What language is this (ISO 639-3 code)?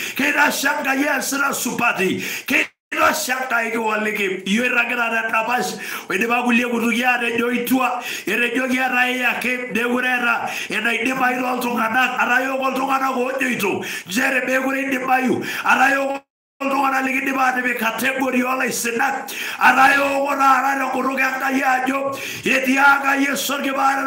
mas